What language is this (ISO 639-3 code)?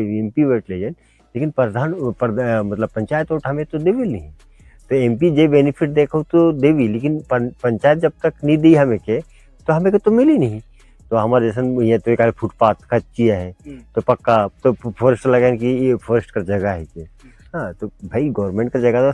sck